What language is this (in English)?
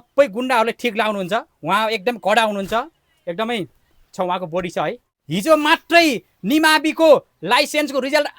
Nepali